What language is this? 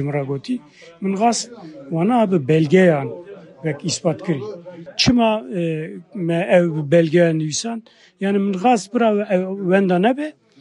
Kurdish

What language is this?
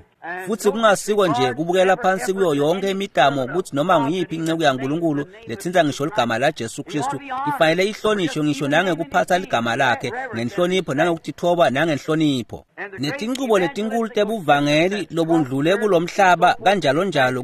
Swati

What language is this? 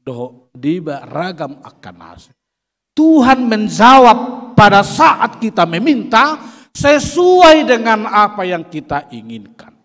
Batak Toba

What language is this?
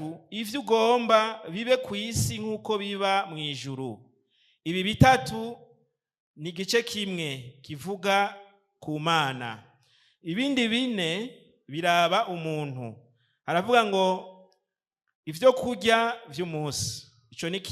Rundi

